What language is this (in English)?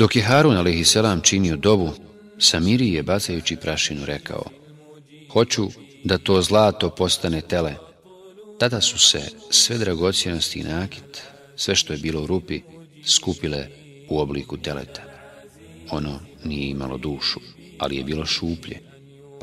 Bosnian